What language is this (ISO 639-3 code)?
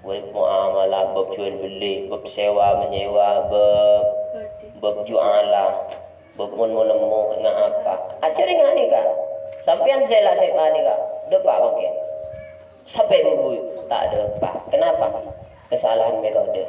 mad